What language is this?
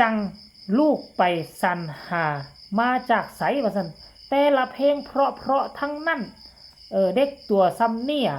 Lao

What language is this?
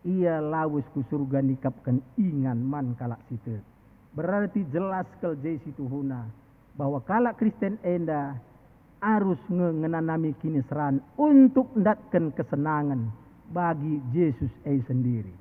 Batak Karo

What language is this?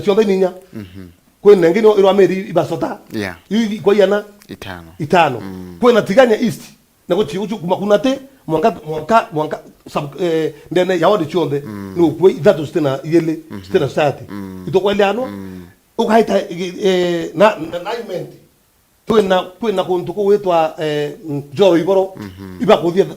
Meru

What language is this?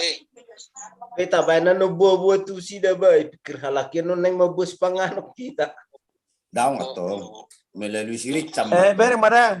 Batak Toba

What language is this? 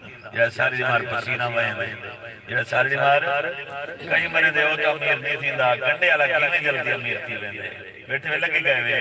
Saraiki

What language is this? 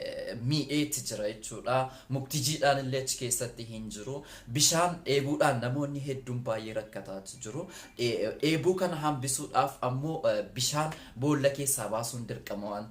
Oromo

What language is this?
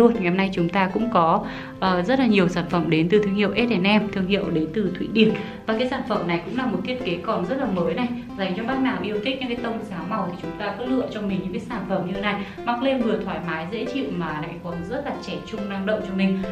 Vietnamese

